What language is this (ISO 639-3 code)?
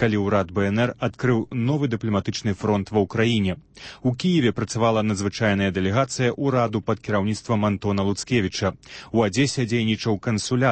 bel